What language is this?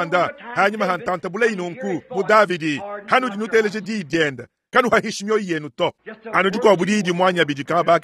Luba-Lulua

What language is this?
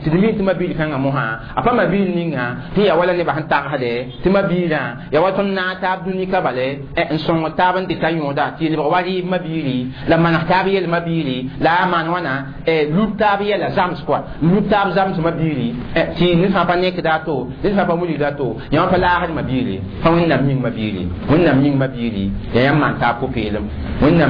Mossi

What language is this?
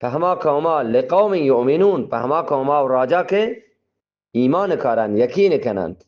Eastern Balochi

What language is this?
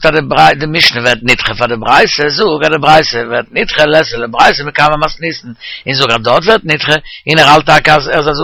Yiddish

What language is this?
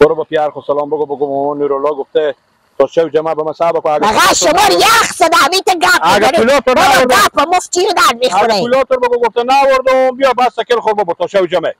Persian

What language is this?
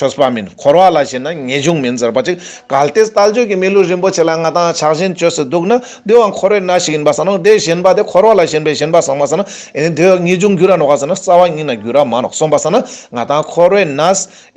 Ladakhi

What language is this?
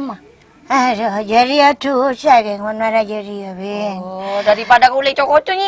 Madurese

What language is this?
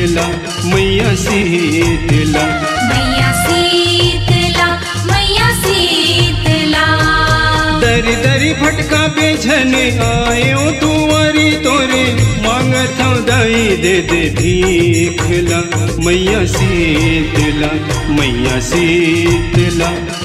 Chhattisgarhi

